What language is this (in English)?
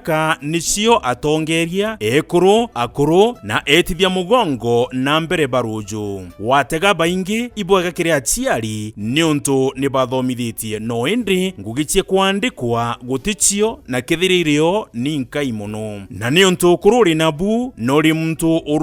Meru